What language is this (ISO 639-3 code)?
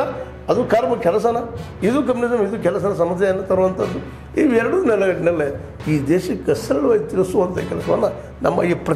kan